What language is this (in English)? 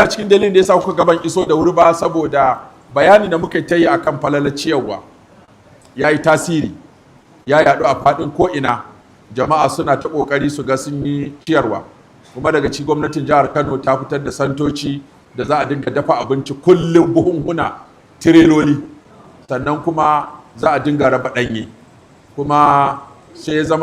Hausa